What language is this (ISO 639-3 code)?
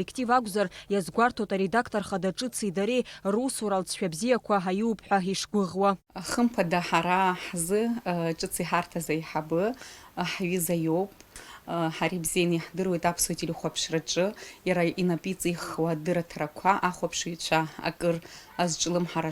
abk